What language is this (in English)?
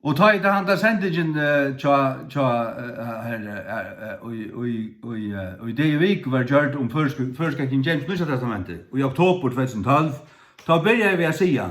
Faroese